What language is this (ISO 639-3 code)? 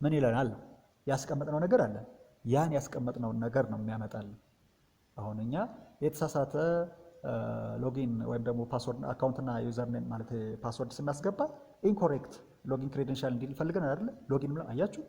amh